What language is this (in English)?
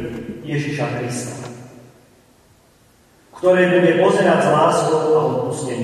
Slovak